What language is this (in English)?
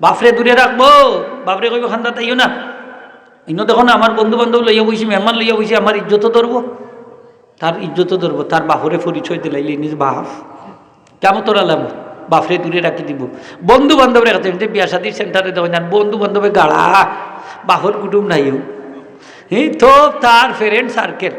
Sylheti